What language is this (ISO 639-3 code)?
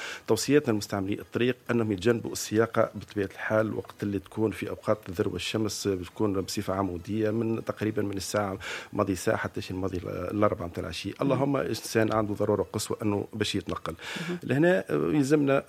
aeb